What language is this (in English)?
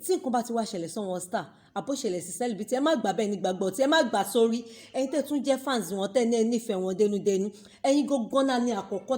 Yoruba